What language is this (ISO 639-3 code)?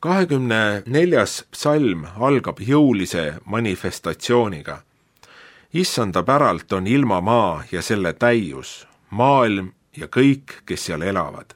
est